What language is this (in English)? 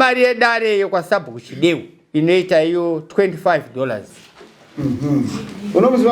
Shona